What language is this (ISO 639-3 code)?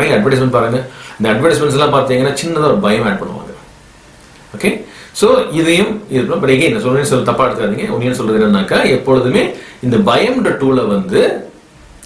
tam